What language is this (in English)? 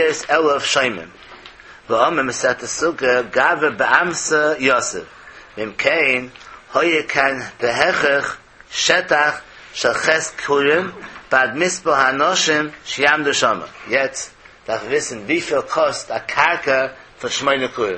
Yiddish